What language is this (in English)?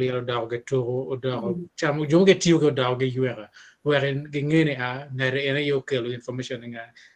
Acoli